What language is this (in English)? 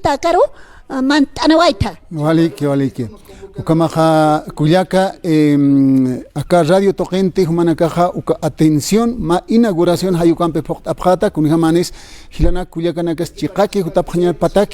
Aymara